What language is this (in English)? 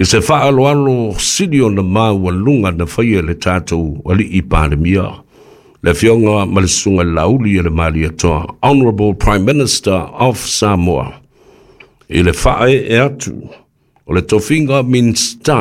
Samoan